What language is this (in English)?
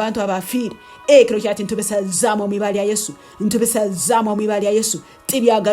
Tooro